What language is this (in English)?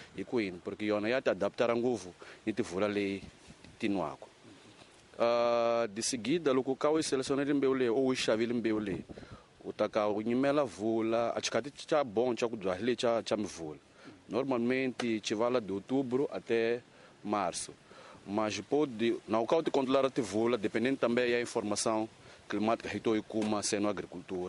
Tsonga